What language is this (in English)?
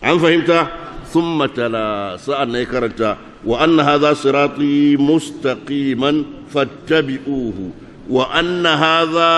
Hausa